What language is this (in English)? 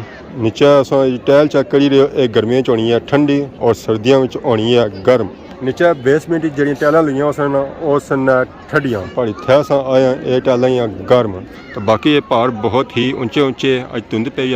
Pahari-Potwari